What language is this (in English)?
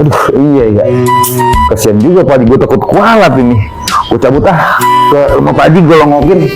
Betawi